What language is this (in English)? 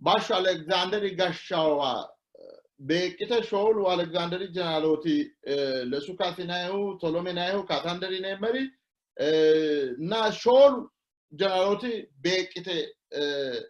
Sidamo